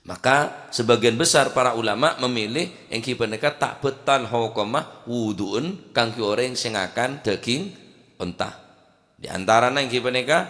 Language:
Madurese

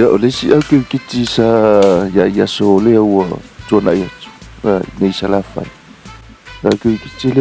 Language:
Samoan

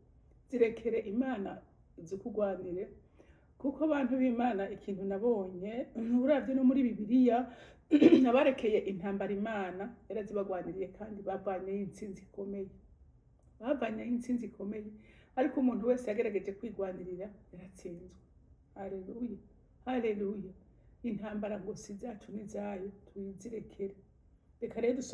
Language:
Rundi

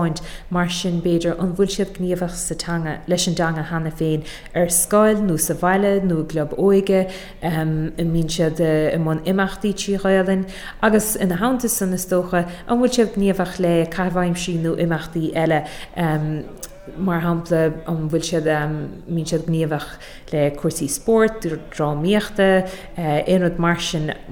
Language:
Irish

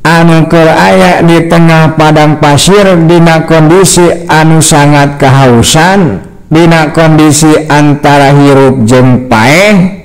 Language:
Sundanese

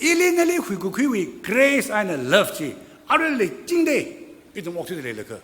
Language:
Tangkhul Naga (India)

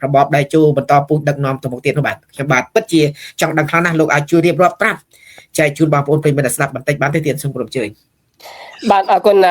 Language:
Khmer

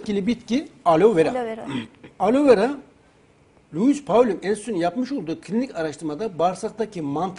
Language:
Turkish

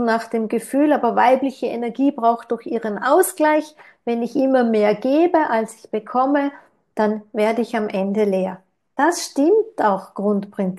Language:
German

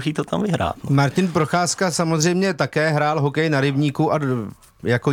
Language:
Czech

